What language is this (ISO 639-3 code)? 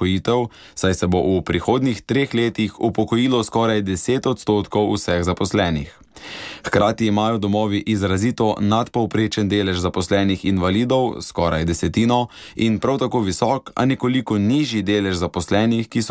slv